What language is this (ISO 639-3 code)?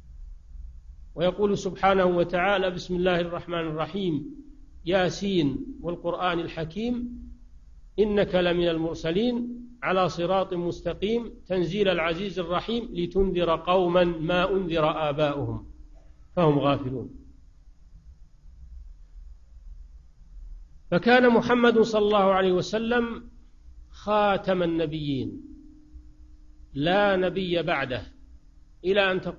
ara